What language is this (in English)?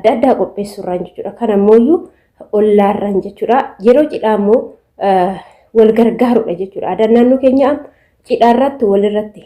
Oromo